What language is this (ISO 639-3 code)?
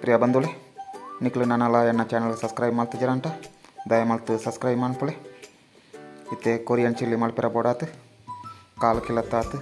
tcy